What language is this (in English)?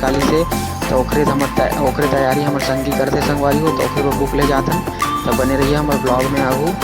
Chhattisgarhi